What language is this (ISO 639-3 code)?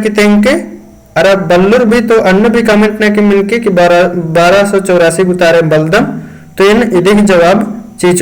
kru